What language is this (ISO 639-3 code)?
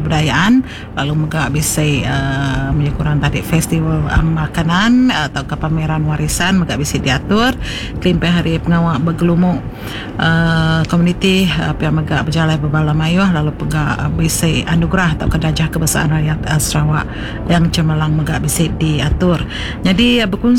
iba